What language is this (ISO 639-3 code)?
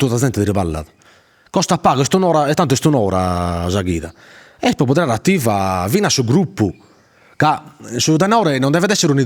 srd